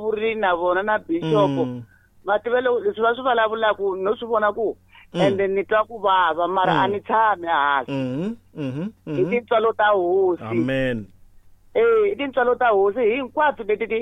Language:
Tsonga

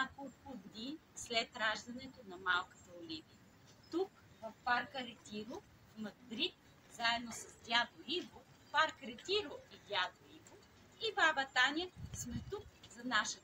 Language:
Bulgarian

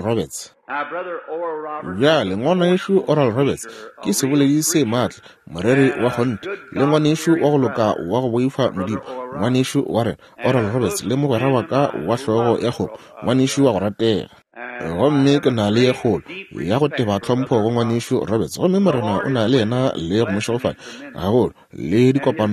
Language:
Northern Sotho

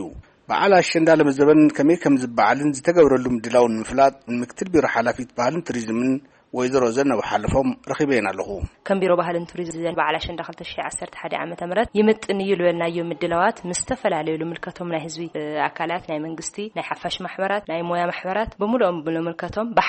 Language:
Tigrinya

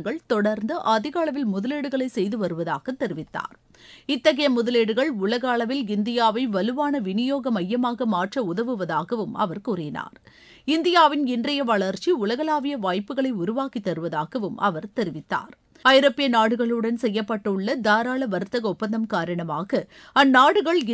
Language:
Tamil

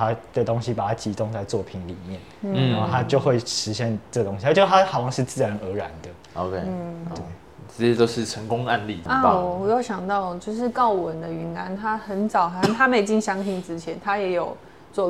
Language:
Chinese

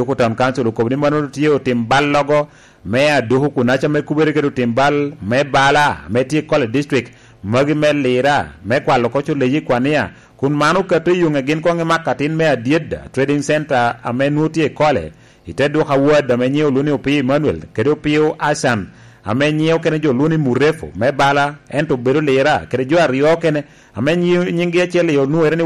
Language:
Lango (Uganda)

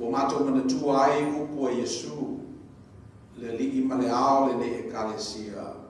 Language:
Samoan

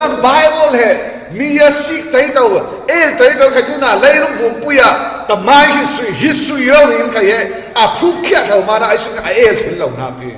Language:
Falam Chin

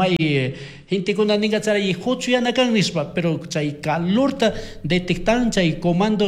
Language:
Chimborazo Highland Quichua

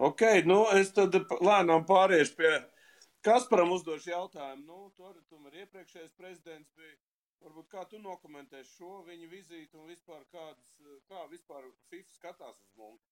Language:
Latvian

